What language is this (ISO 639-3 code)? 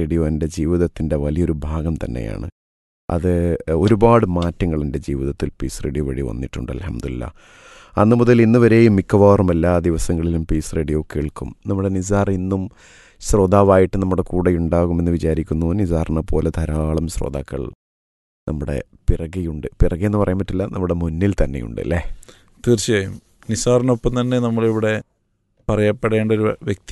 mal